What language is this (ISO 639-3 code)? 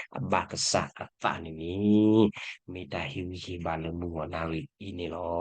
ksw